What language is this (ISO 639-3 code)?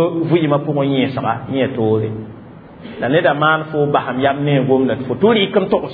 mos